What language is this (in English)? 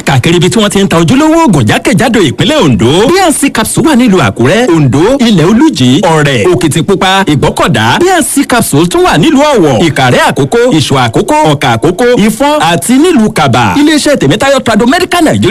Yoruba